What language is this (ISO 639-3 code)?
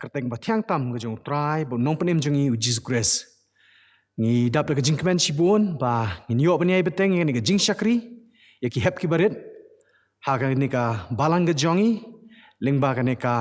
kha